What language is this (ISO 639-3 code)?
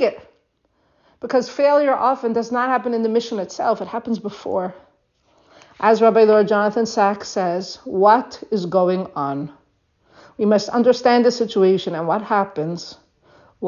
eng